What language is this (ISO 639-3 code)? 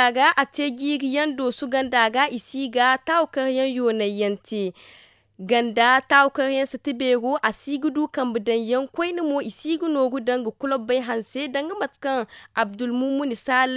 dje